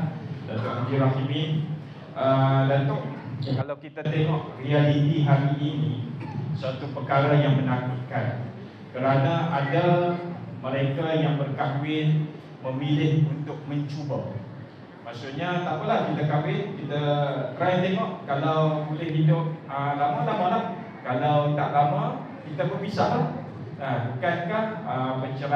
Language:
Malay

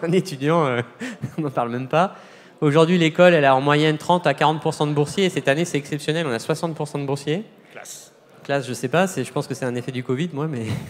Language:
French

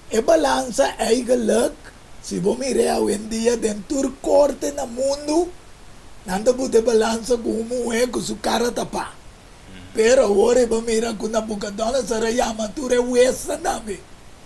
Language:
Papiamento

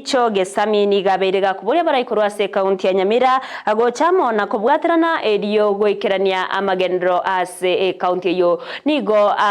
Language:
Gusii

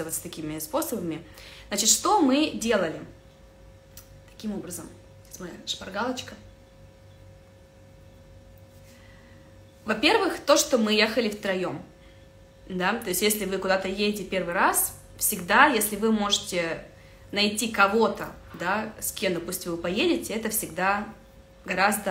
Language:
Russian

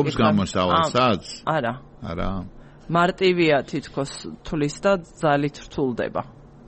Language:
Georgian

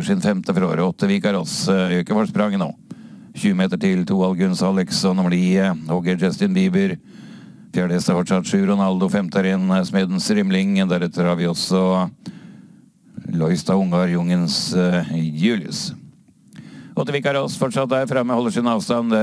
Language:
Norwegian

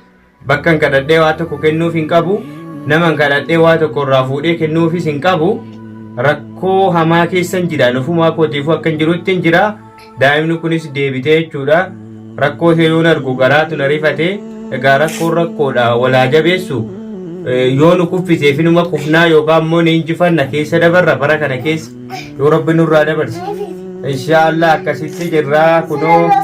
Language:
Oromo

